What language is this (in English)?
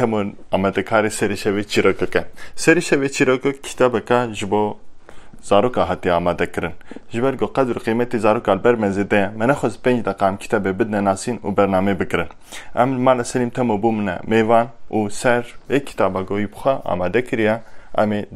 Kurdish